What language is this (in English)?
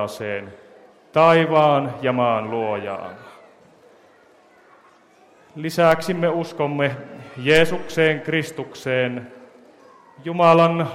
Finnish